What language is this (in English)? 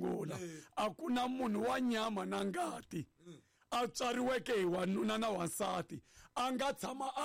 Tsonga